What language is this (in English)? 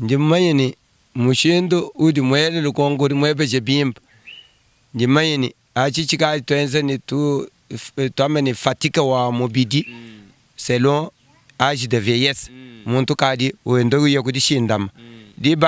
Luba-Lulua